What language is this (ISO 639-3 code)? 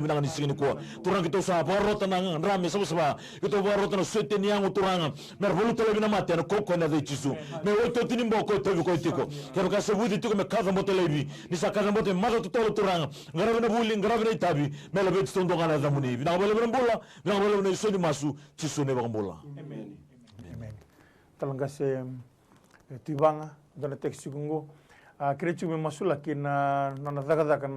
fij